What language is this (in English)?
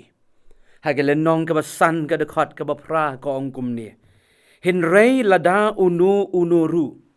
Khasi